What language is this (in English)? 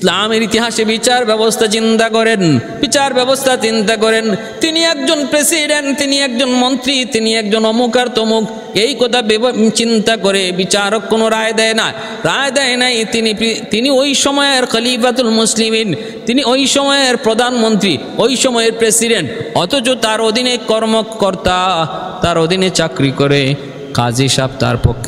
Bangla